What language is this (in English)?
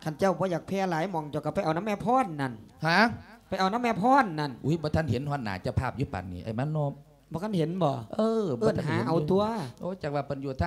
Lao